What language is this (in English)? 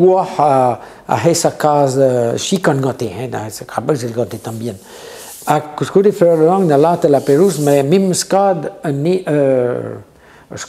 Breton